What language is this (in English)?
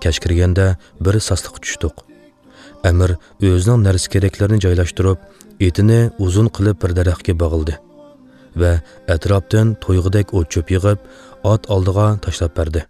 Uyghur